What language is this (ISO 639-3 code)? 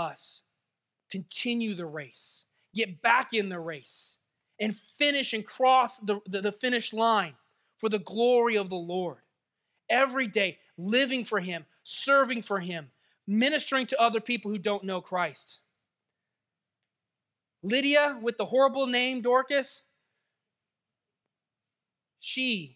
eng